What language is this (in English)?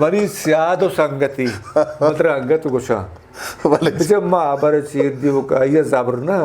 Eastern Balochi